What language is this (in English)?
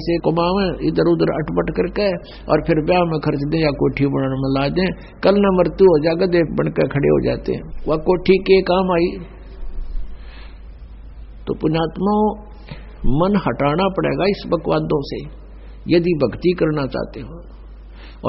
Hindi